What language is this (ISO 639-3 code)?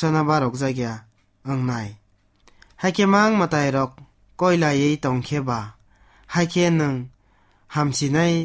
trp